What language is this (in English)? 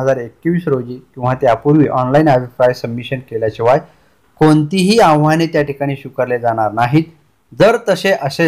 Marathi